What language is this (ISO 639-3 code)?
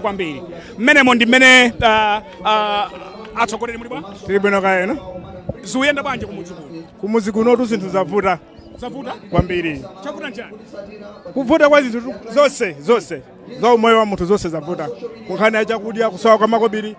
nya